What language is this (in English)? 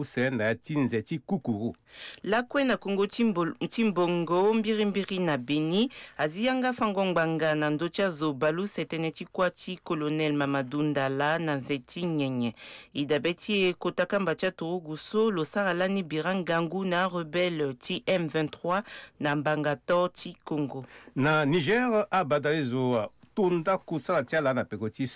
Sango